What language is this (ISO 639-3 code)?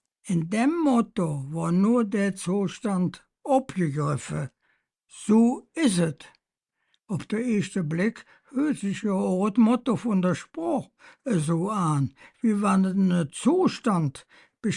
ksh